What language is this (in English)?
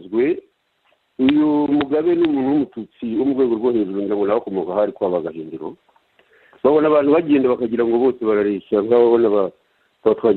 Kinyarwanda